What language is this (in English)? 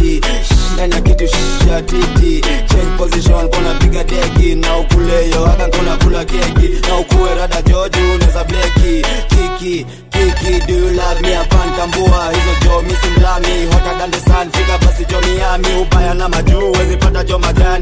Swahili